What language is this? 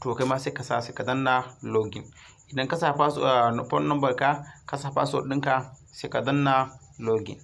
Hausa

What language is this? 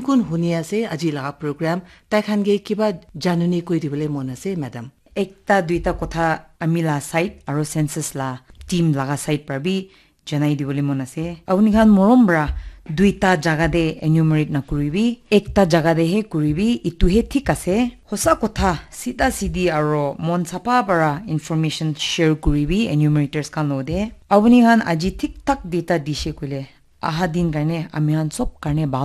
Naga Pidgin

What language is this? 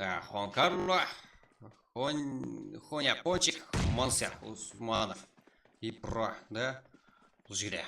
Kara-Kalpak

